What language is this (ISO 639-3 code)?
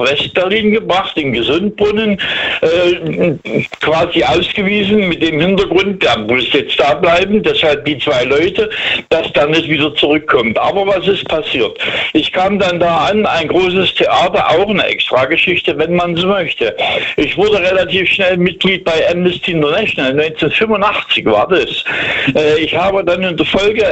deu